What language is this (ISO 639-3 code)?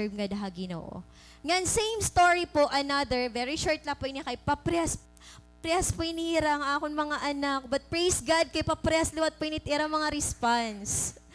war